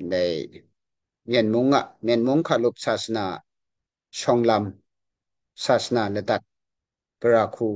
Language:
Kachin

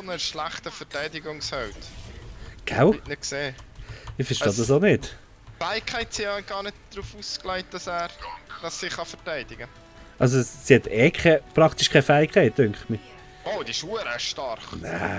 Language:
Swiss German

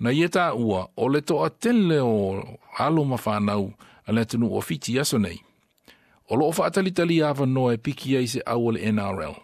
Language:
Samoan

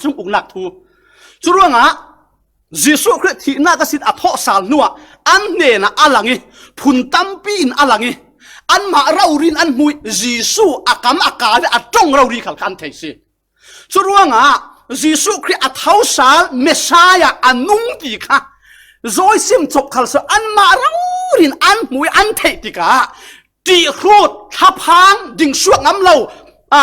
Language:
Falam Chin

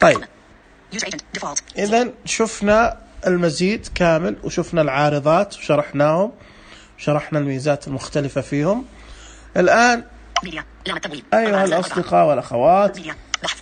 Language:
Najdi Arabic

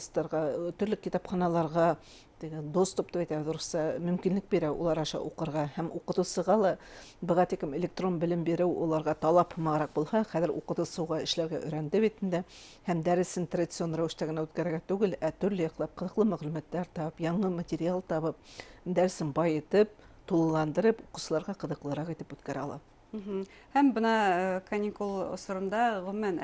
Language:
Bashkir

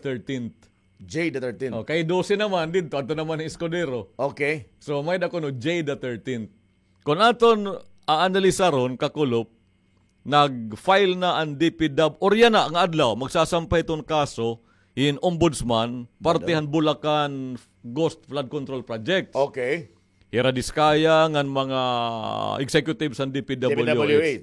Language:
Waray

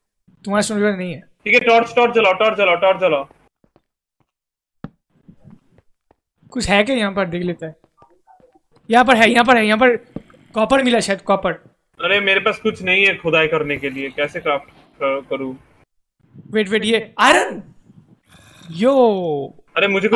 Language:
Hindi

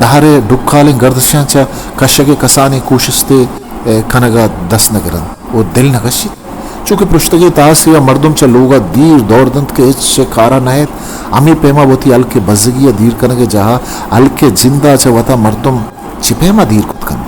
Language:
Eastern Balochi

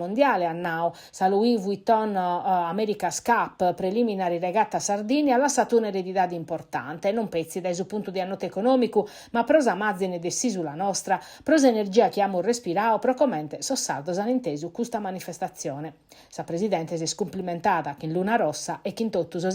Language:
Sardinian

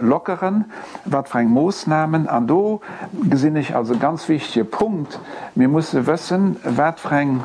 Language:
Luxembourgish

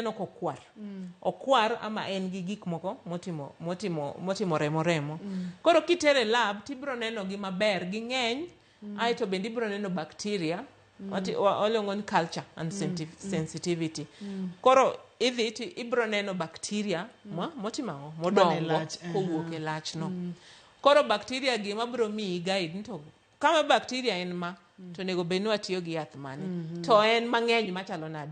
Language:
Luo (Kenya and Tanzania)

